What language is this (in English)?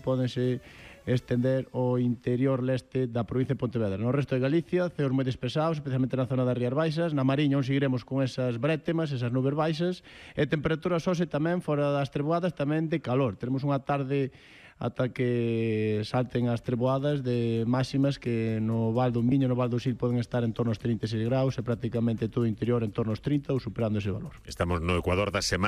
Galician